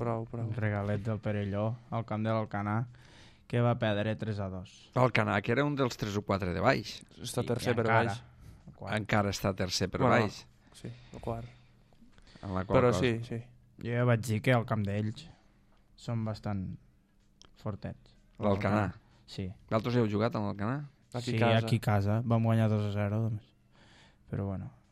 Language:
Catalan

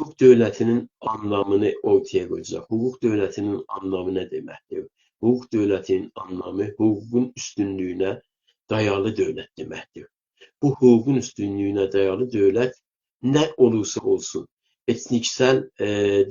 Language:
South Azerbaijani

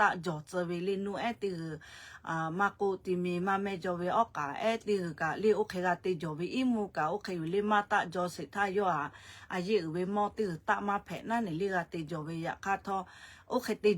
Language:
Lahu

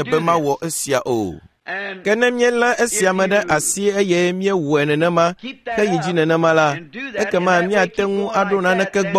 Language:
Ewe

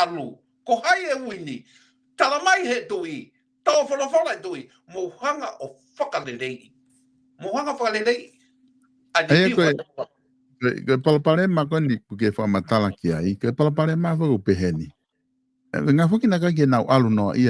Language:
Tongan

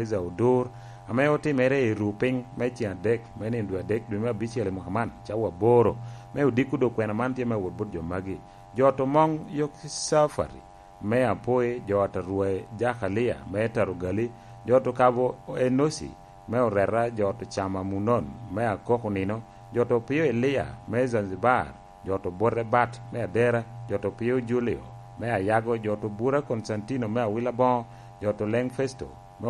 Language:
Lango (Uganda)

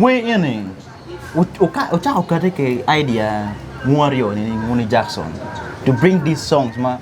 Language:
Acoli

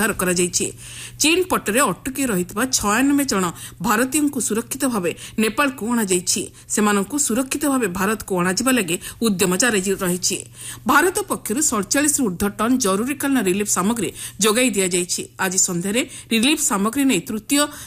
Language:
Odia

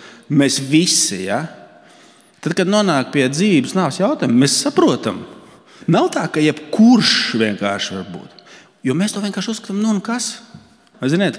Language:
Latvian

